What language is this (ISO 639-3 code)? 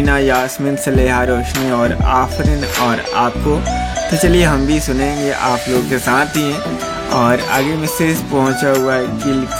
hin